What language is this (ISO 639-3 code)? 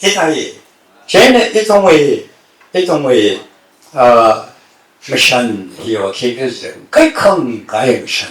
nmf